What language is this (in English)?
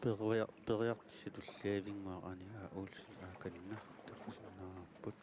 Kalaallisut